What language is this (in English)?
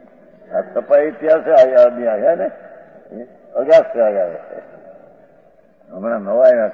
Hindi